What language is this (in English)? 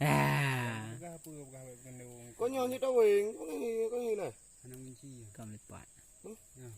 Achinese